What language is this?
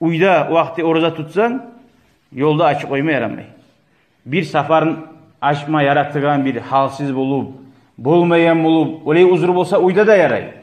Kumyk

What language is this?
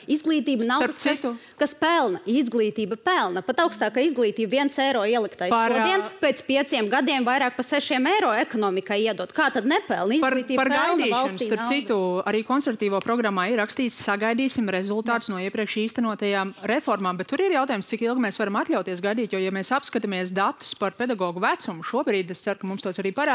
Latvian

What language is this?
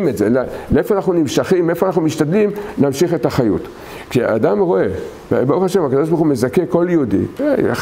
Hebrew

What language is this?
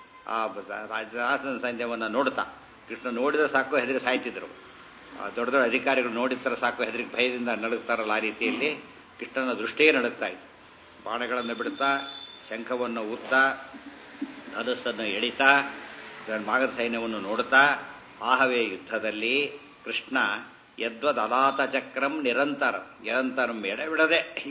Kannada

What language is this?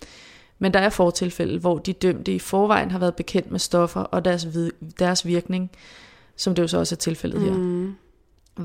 Danish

